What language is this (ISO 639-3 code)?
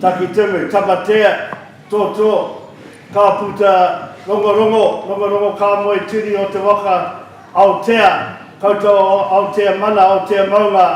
mri